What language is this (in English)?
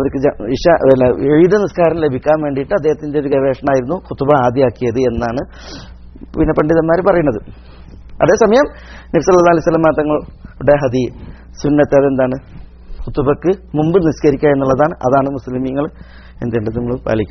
Malayalam